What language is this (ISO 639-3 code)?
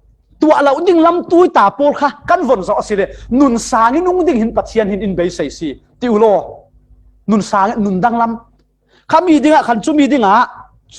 cfm